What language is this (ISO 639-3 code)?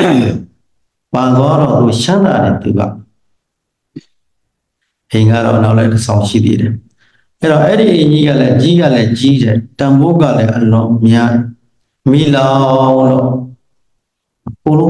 mya